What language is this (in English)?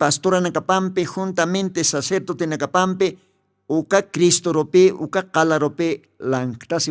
Aymara